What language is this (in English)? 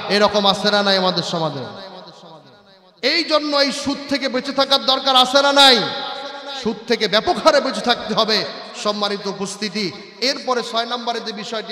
Bangla